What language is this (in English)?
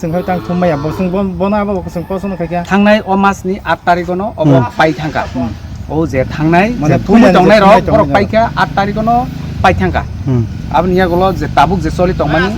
Kok Borok